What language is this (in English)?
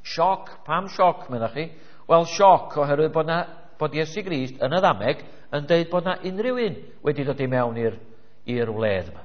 Welsh